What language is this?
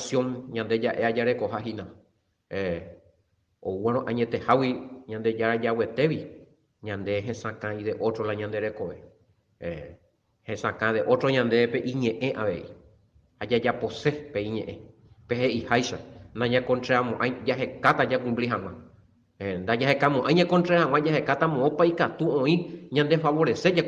Guarani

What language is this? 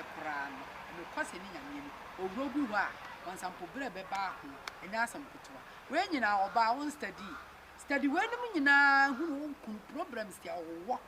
Akan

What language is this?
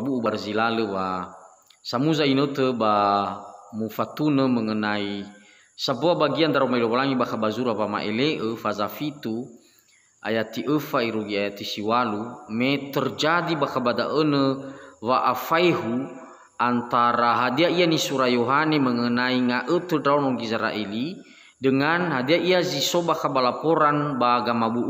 Nias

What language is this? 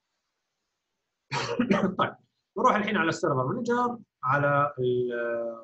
Arabic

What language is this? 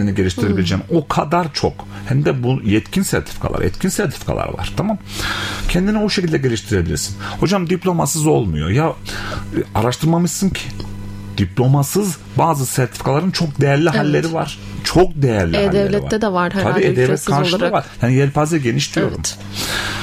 Turkish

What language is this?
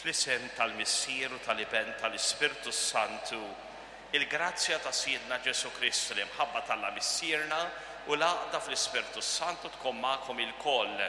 Maltese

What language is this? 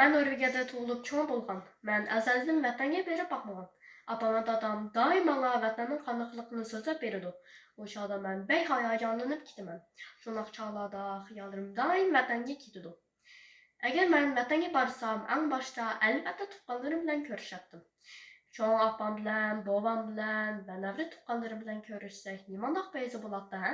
Uyghur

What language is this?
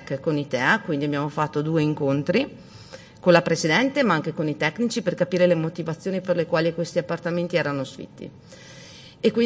Italian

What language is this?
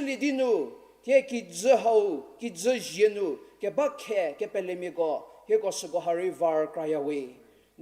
Angami Naga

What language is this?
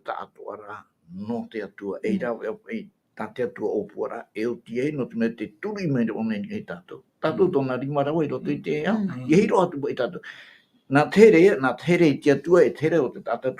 Tahitian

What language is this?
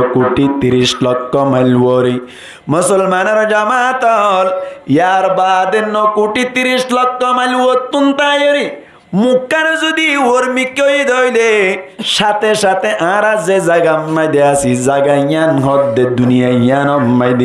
Rohingya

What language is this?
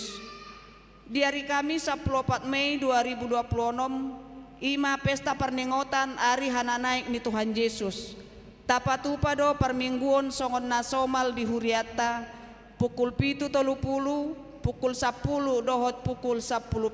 Batak Toba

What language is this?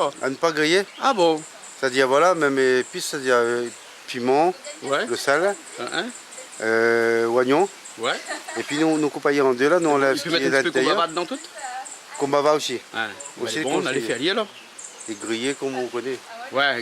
Réunion Creole French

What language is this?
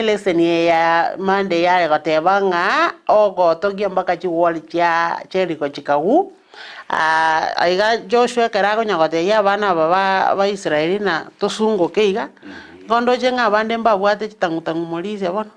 Gusii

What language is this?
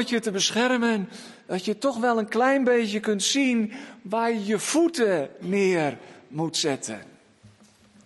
Dutch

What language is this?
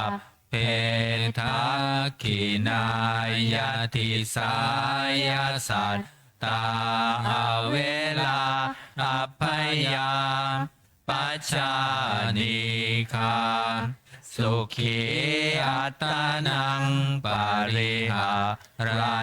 Pali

